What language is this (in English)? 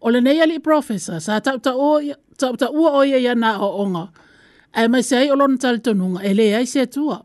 Samoan